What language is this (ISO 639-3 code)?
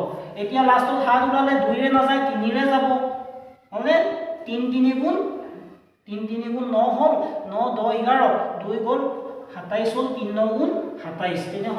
asm